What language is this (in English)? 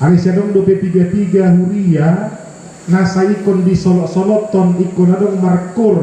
Batak Toba